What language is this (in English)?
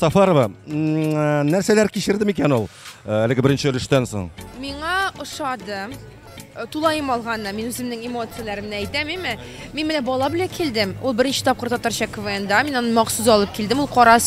Tatar